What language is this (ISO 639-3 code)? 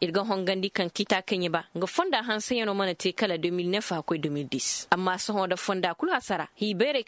ses